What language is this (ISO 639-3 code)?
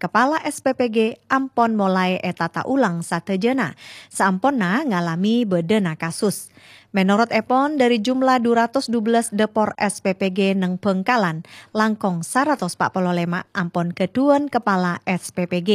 mad